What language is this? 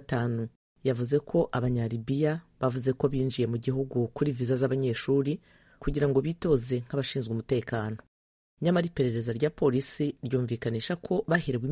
Kinyarwanda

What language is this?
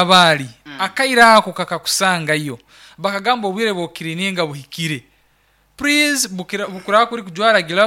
Nyankole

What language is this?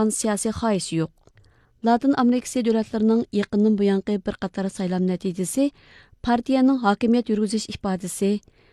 Uyghur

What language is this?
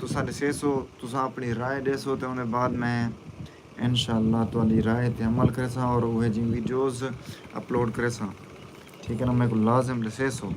Saraiki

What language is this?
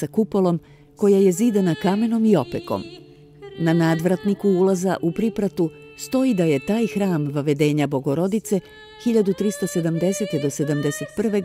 Serbian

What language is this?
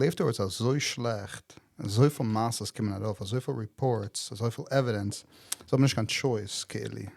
Yiddish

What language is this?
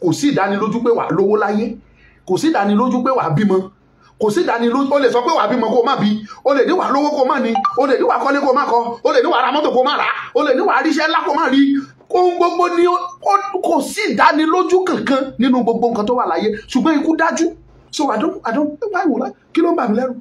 Yoruba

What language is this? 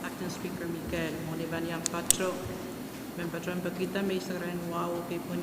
Pohnpeian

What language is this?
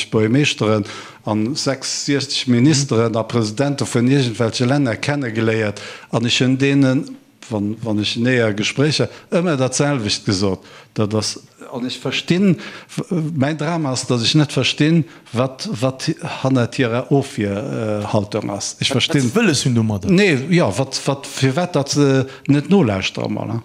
Luxembourgish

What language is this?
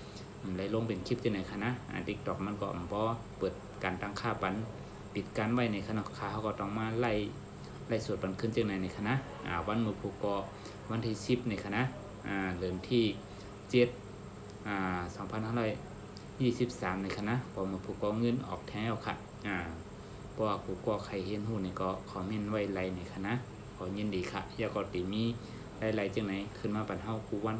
Shan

